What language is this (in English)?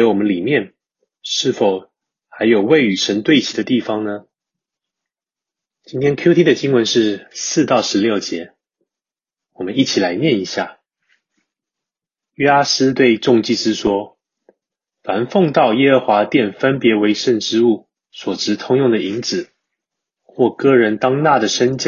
Chinese